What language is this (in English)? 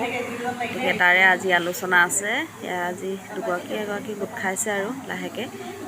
Assamese